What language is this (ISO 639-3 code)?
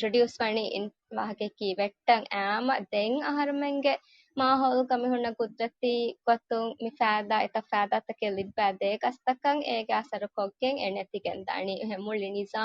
div